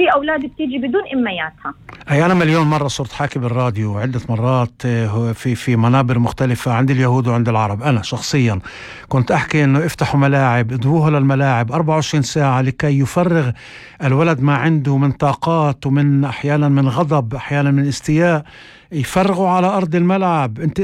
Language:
North Levantine Arabic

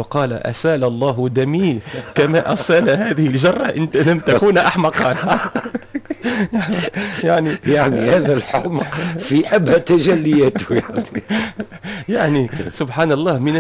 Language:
Tunisian Arabic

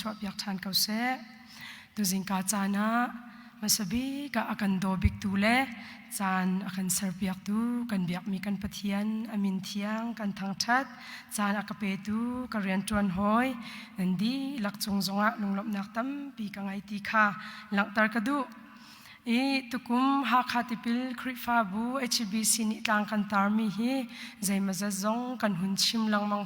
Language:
Hakha Chin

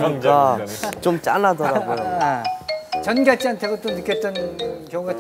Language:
Korean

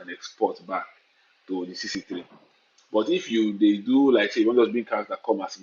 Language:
Nigerian Pidgin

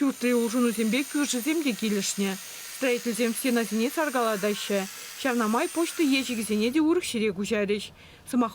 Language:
Chuvash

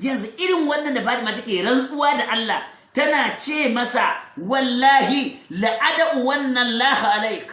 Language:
Hausa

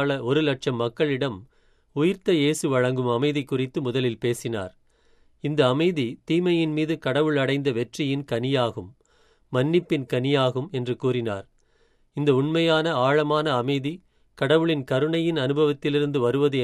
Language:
Tamil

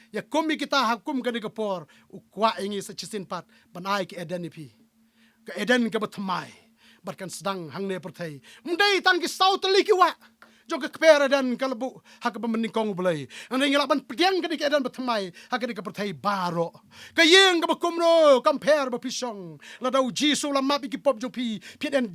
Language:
Khasi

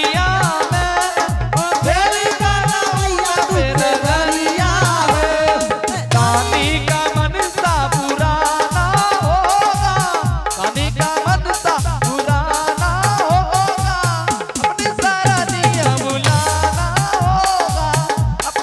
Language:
Angika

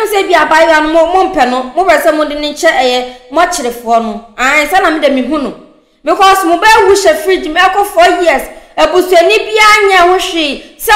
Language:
Akan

